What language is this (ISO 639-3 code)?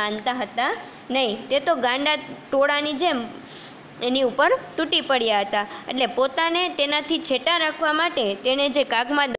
guj